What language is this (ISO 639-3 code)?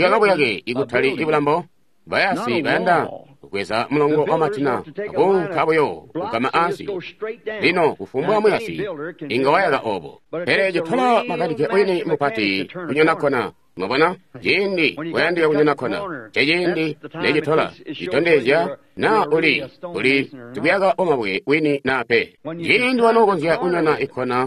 toi